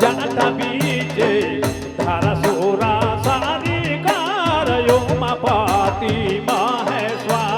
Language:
Sadri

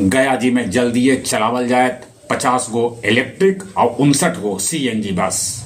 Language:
Magahi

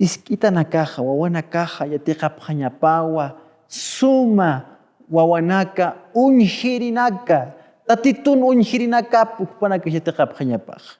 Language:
Aymara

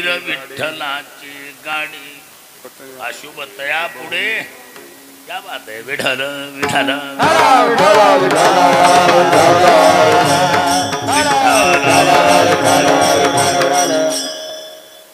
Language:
Marathi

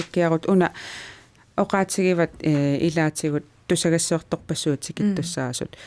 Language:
Kalaallisut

